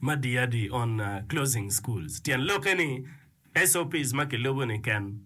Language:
Acoli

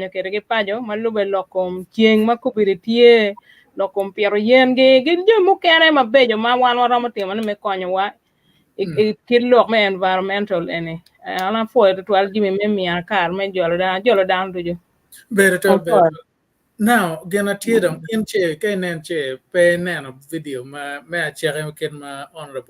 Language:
Acoli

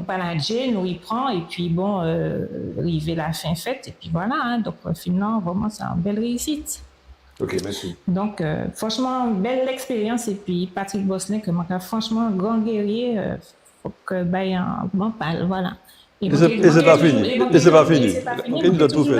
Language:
Guadeloupean Creole French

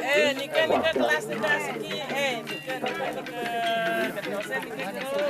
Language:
Balinese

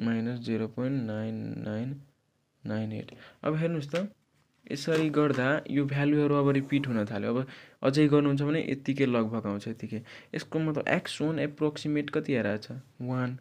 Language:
Nepali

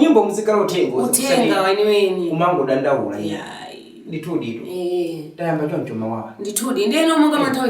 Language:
Nyanja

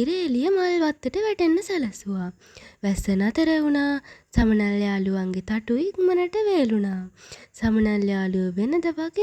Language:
Sinhala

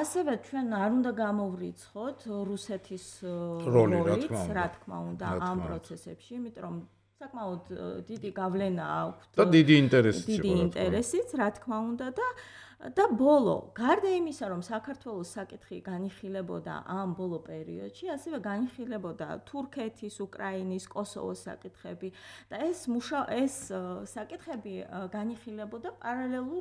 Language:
Georgian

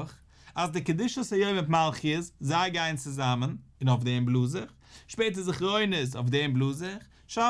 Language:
Yiddish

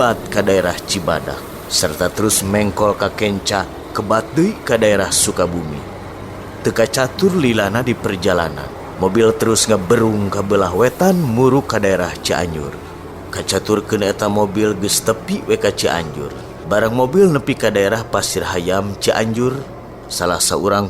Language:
Sundanese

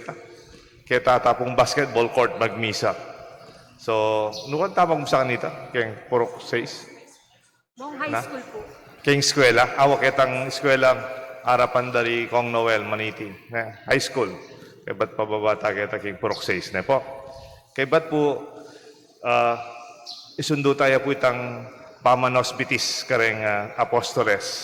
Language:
Pampanga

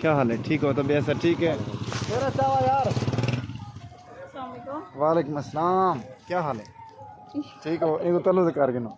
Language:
Saraiki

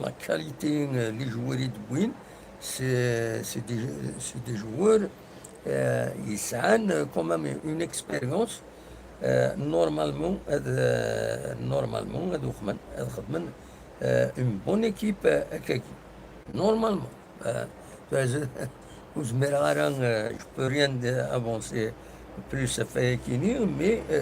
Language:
Kabyle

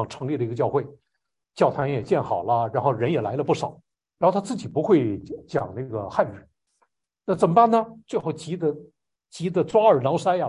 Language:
Chinese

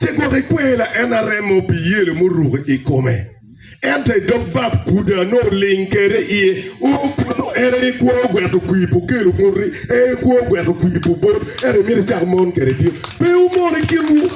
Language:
Acoli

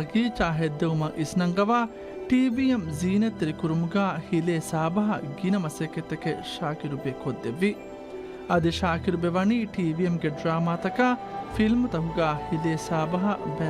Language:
Divehi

